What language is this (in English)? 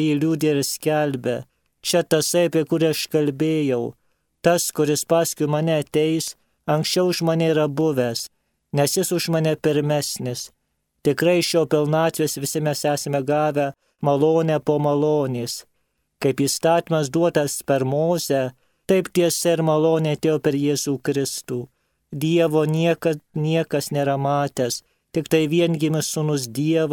Lithuanian